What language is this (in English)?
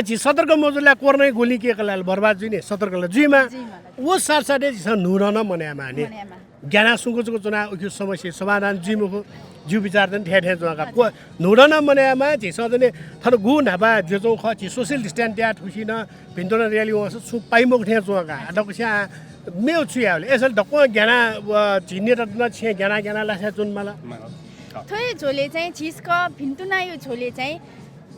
Newari